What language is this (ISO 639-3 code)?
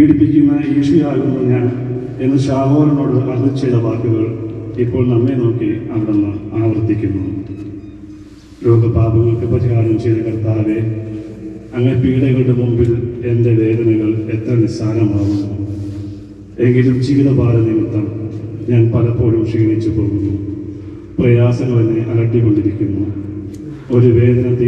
mal